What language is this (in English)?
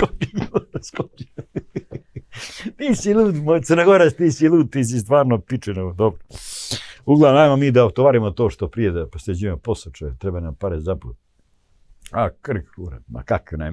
Croatian